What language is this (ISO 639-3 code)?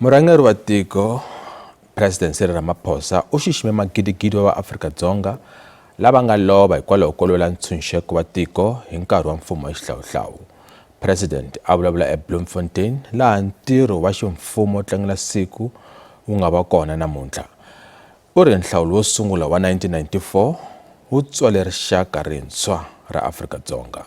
tso